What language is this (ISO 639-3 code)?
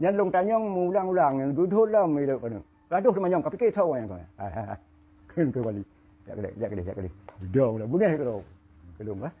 ace